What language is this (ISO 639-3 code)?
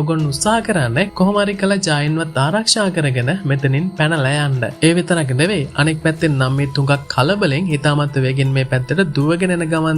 sin